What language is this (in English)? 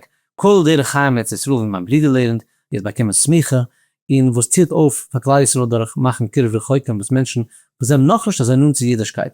Yiddish